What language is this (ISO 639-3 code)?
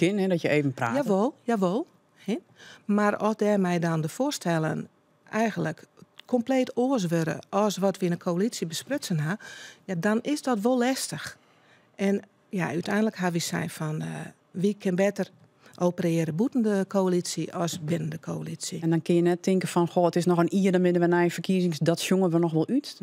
fry